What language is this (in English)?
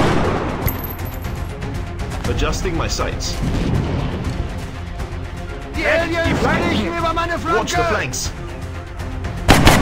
English